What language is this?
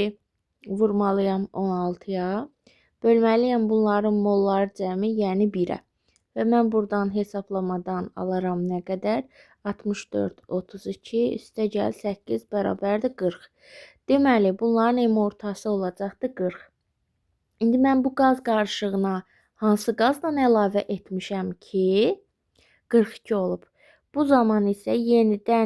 Azerbaijani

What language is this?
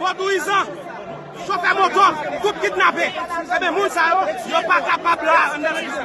Haitian Creole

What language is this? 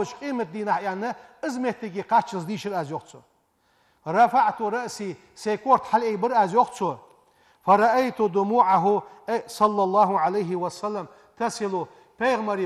Ingush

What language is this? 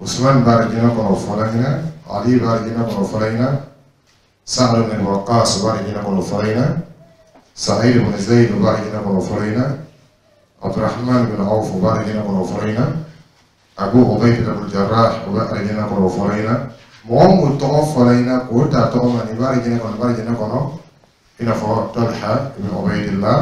Dyula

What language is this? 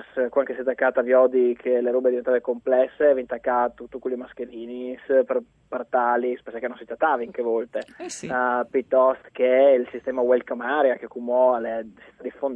Friulian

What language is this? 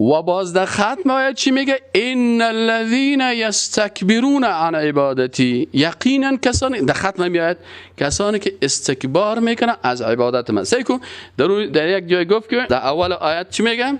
Persian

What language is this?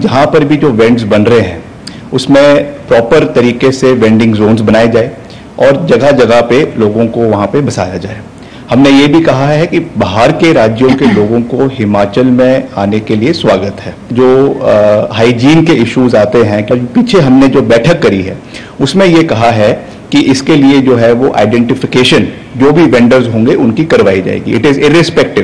Konkani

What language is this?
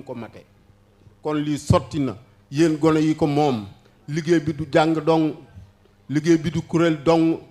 Wolof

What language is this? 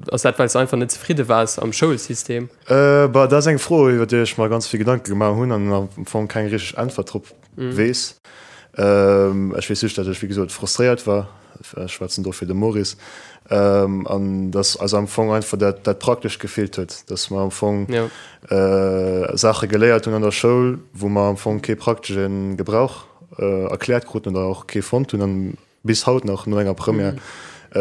Luxembourgish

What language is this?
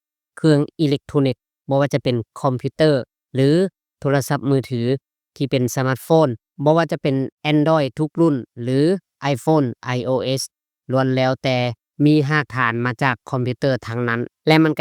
Lao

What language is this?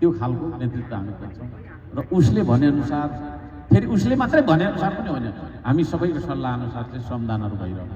Nepali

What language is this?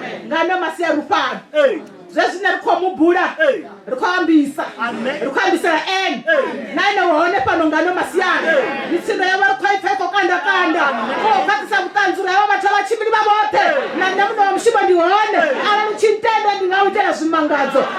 Venda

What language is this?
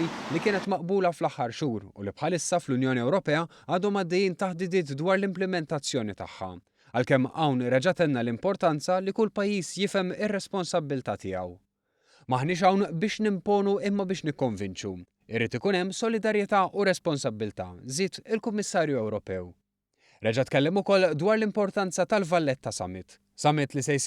Maltese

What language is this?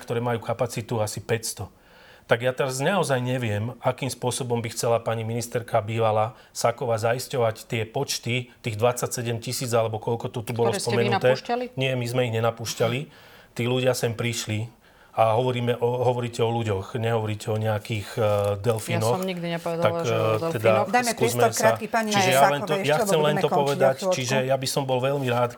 Slovak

